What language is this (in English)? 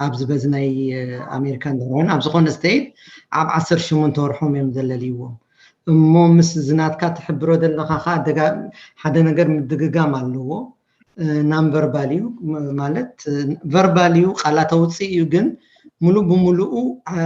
Tigrinya